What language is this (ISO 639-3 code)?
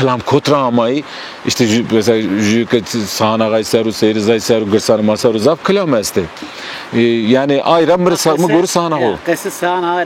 zza